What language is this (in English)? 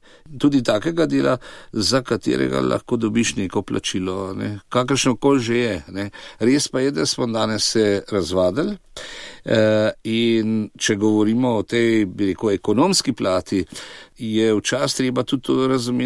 Slovenian